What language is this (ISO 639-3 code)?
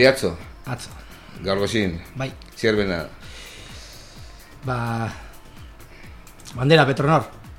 eus